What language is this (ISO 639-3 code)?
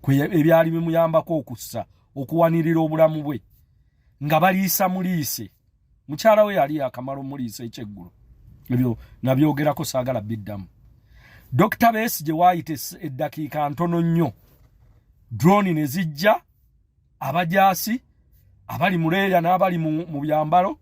lug